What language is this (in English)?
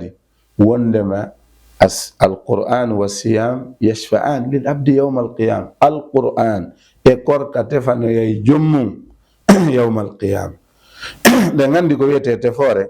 Fula